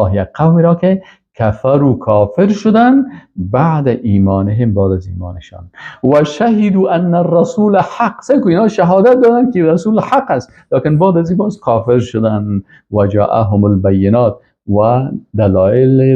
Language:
Persian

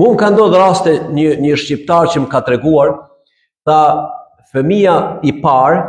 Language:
Albanian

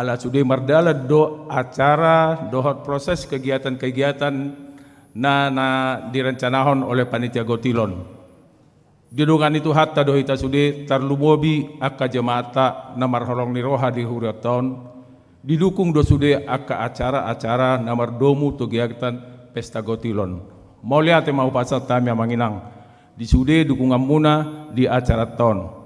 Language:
Batak Toba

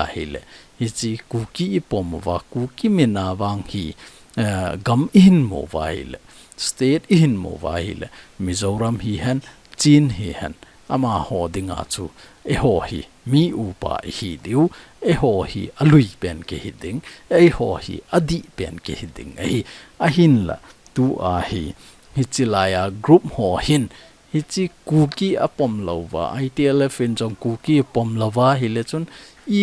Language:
Thado Chin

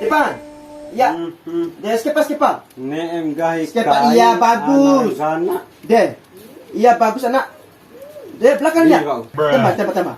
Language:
Bima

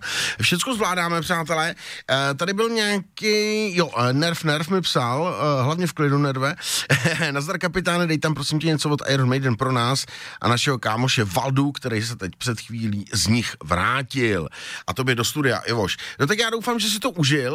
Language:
Czech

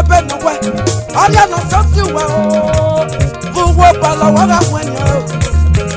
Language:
Esan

